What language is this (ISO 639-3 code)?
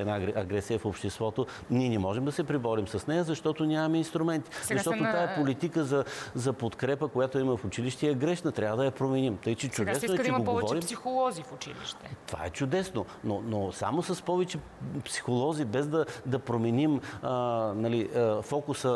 bul